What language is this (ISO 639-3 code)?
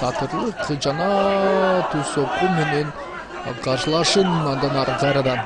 kir